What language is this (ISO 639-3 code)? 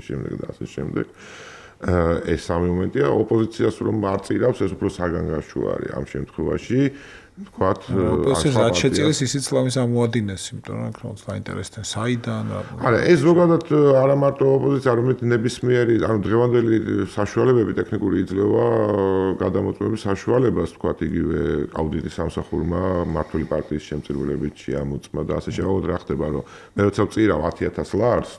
kat